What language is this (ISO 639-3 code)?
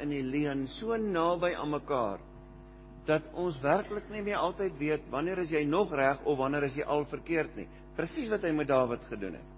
afr